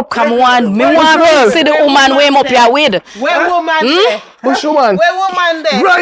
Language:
Jamaican Creole English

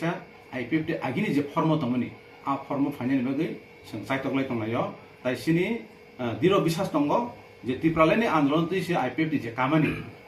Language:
Kok Borok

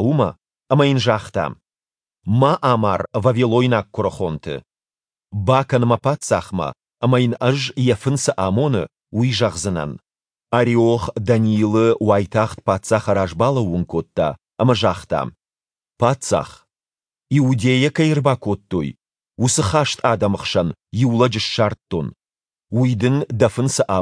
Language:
Ossetic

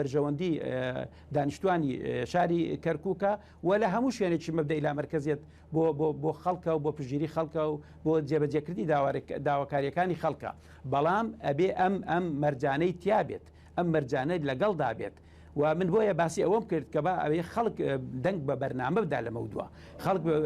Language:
Central Kurdish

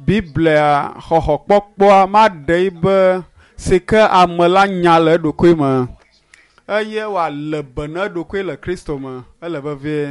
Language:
Ewe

